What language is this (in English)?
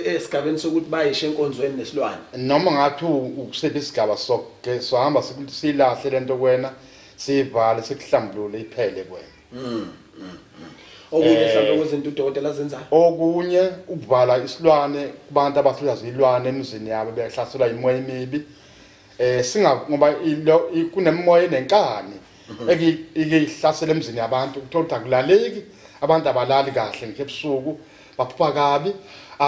Zulu